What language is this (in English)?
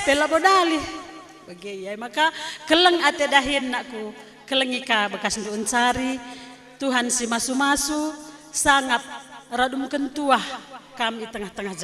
Batak Karo